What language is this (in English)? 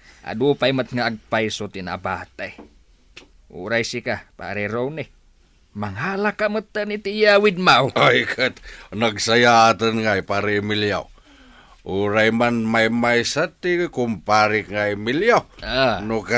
Iloko